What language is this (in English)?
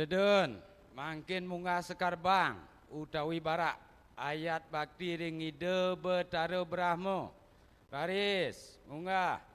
Balinese